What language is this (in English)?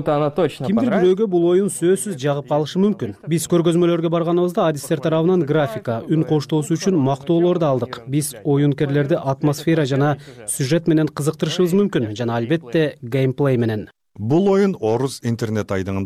Kyrgyz